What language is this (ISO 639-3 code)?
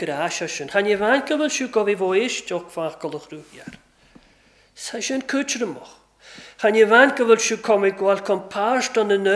cym